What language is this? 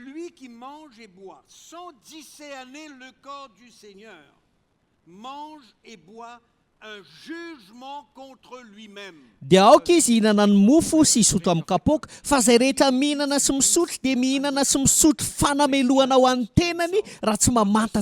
Malagasy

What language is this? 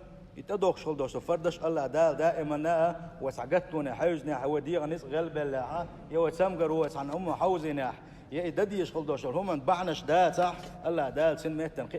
Chechen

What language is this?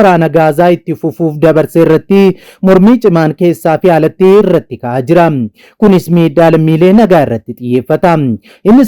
Oromo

